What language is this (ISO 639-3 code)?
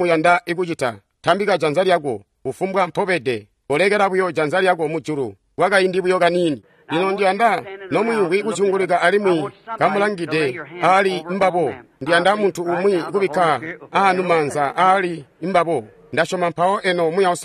toi